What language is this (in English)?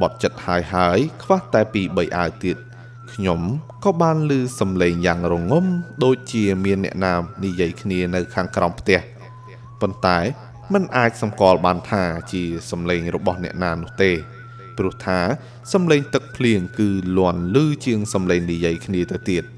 Khmer